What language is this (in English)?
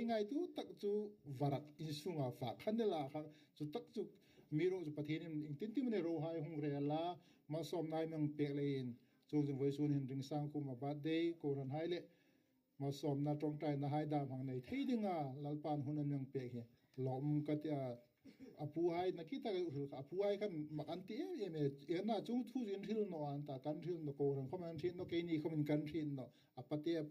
Hmar